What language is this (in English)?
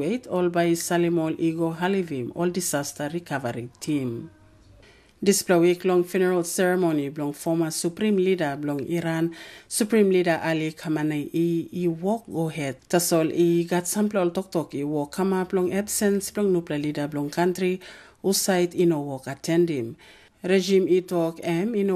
Tok Pisin